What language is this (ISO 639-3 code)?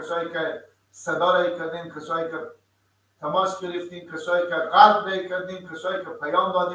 fas